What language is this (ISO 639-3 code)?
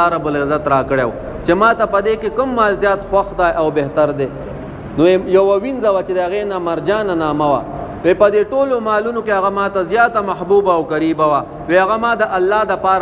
pus